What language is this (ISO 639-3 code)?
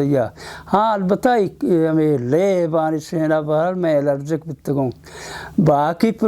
bal